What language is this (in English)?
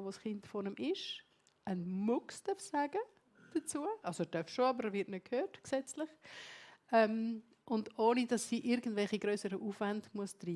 Swiss German